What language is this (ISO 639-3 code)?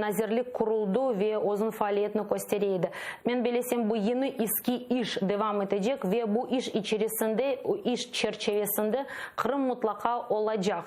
crh